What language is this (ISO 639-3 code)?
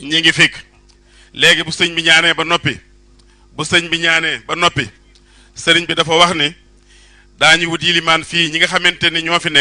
wol